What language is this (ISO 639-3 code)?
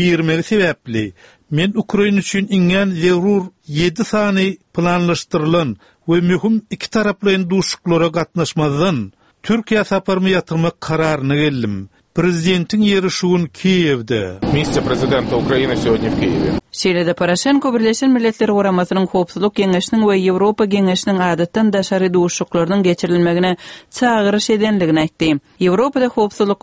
tuk